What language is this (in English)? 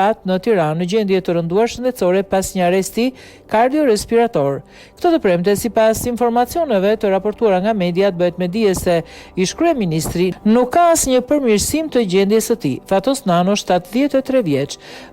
Albanian